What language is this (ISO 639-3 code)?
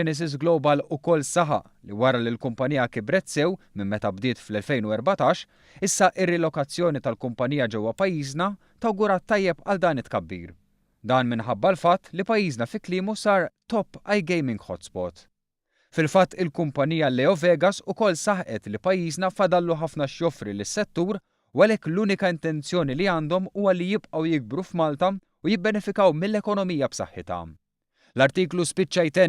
mlt